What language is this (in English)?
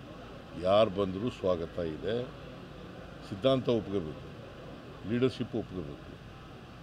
Kannada